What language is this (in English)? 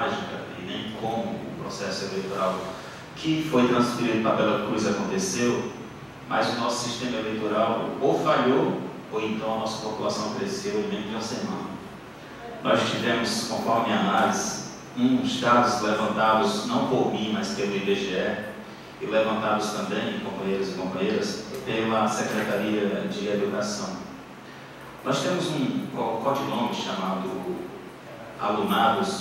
Portuguese